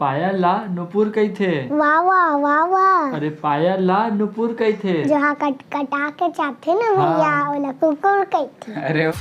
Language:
Chhattisgarhi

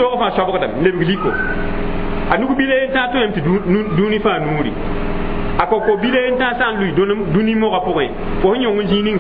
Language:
Mossi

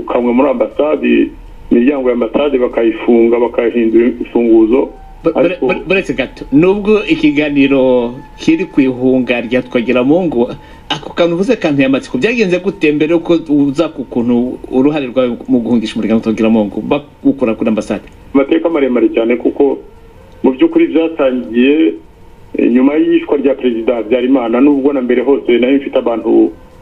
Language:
Kinyarwanda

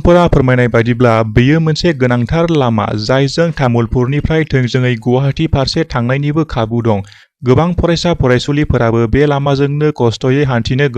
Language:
Bodo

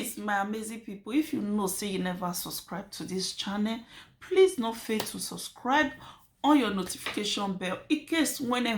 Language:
Nigerian Pidgin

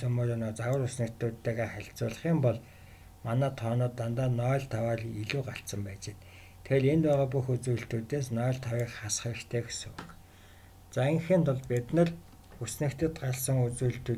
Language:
Mongolian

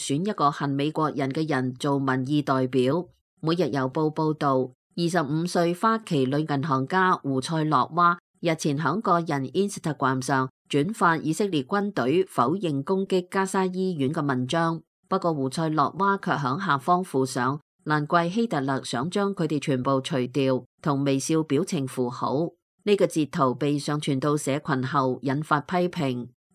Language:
Cantonese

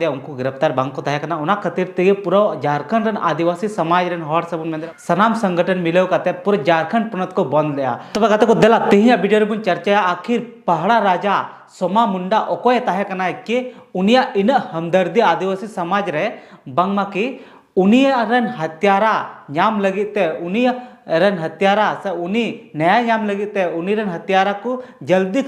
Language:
Santali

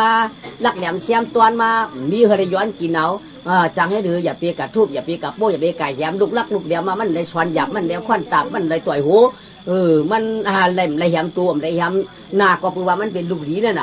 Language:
Shan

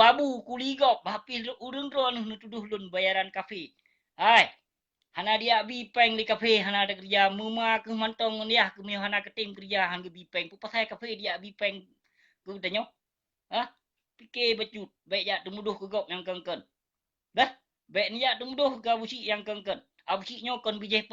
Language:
Achinese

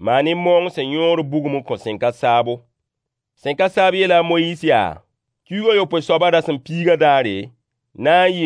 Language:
Mossi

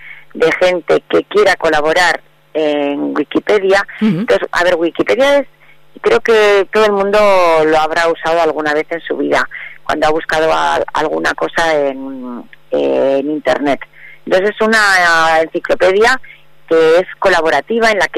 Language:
Spanish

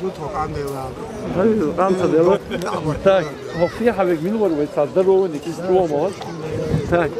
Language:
Chechen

